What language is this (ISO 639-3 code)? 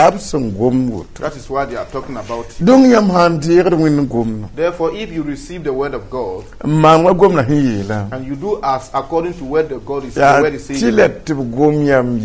mos